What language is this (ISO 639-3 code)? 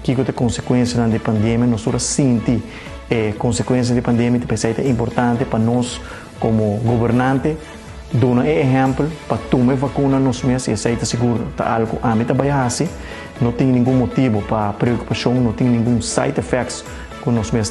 pap